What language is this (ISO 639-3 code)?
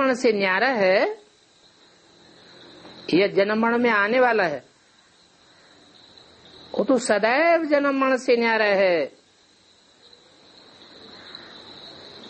hin